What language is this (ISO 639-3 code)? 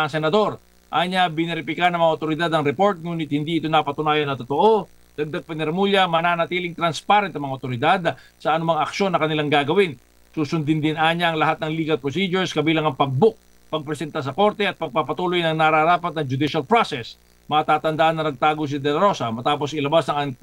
fil